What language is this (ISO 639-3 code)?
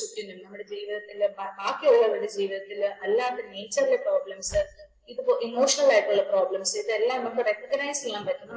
mal